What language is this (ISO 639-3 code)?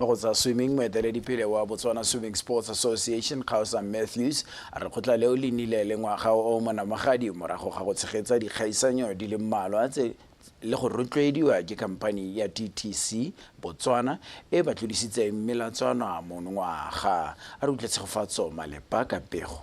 tsn